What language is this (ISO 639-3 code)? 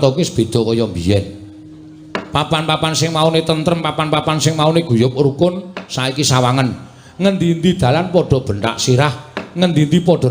jav